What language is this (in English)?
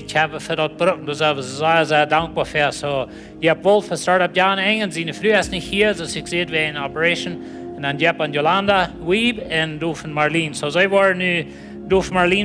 Plautdietsch